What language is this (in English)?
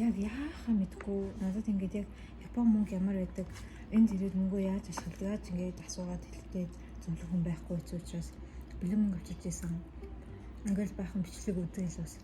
Mongolian